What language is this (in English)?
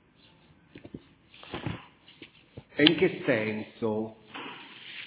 Italian